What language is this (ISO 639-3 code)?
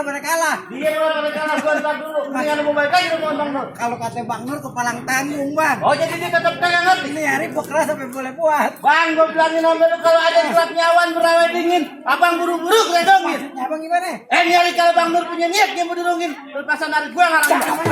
bew